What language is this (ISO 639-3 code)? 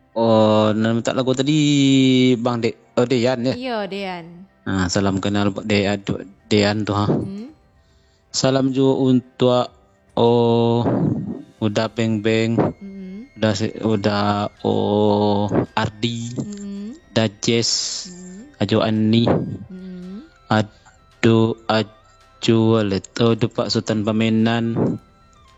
min